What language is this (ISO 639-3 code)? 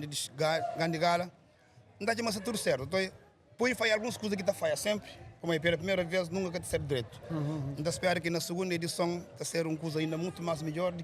kea